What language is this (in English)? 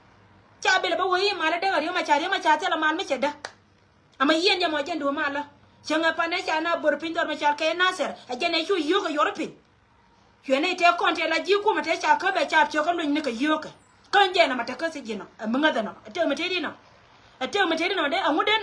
Nuer